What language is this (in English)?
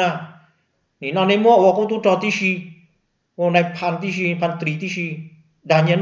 Hmong